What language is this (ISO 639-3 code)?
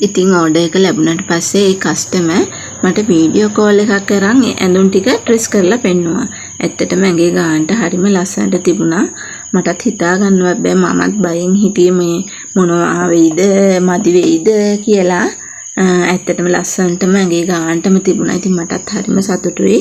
sin